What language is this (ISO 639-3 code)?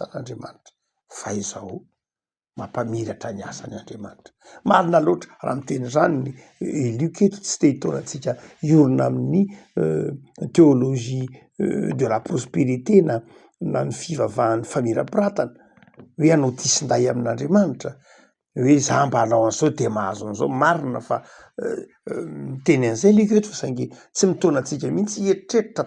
mlg